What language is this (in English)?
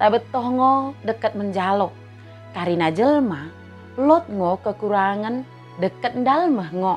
Batak Dairi